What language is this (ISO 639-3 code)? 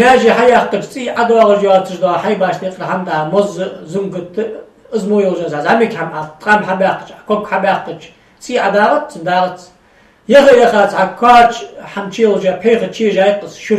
inh